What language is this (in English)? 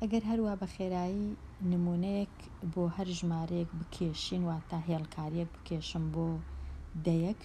Central Kurdish